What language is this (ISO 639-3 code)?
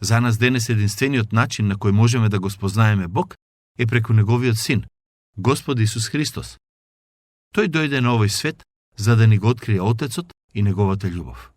mkd